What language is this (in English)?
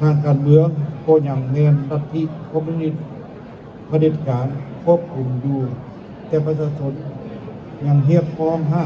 Lao